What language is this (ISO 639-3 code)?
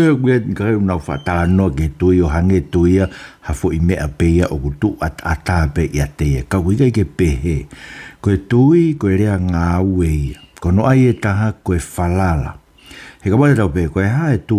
ton